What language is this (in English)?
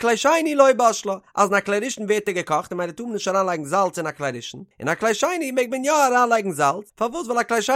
Yiddish